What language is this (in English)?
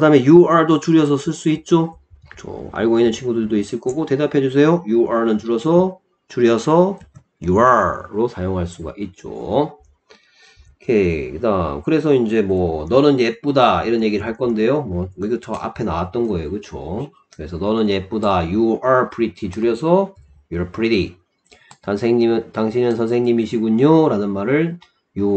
Korean